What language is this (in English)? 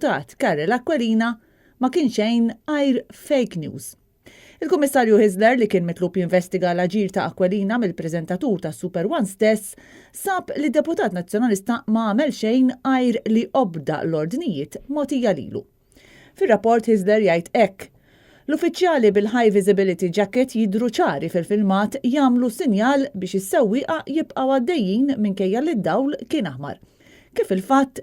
Maltese